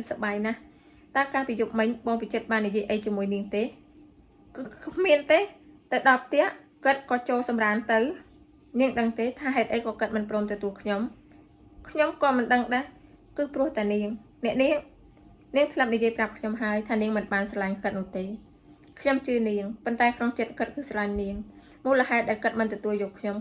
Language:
Khmer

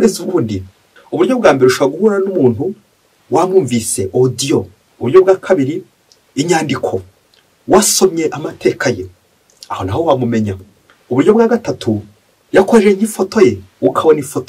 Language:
Kinyarwanda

